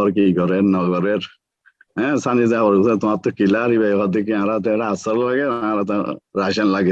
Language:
Rohingya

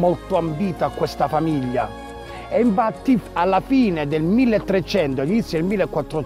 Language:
Italian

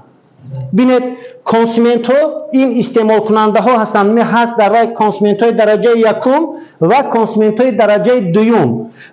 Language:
Tajik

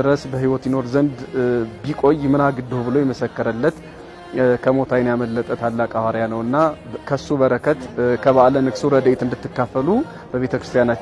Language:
Amharic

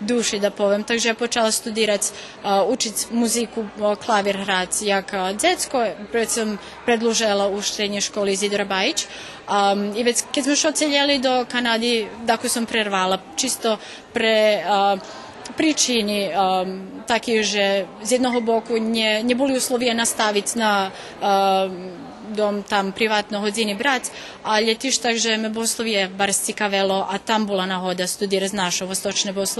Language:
Rusyn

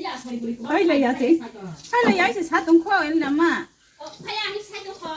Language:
Kok Borok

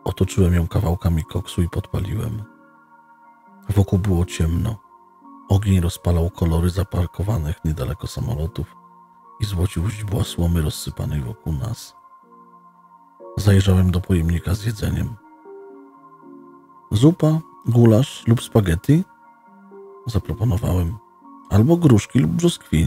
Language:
Polish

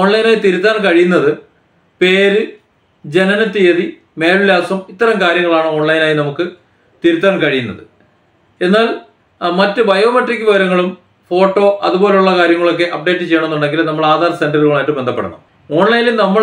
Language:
Malayalam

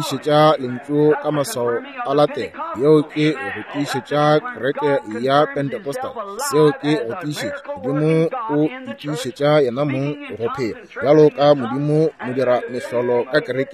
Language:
Northern Sotho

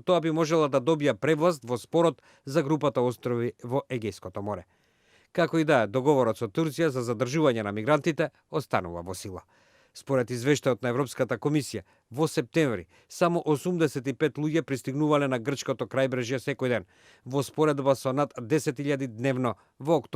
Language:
Macedonian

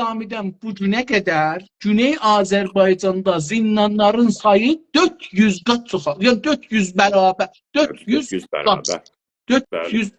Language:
South Azerbaijani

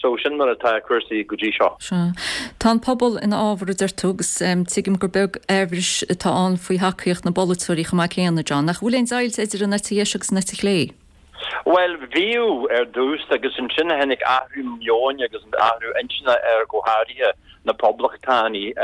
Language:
Irish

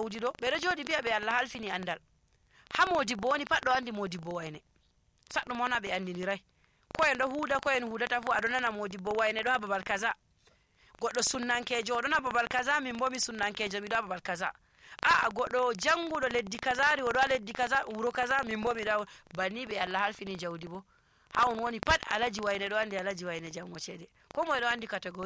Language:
Nigerian Fulfulde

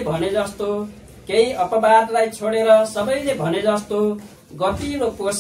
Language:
Nepali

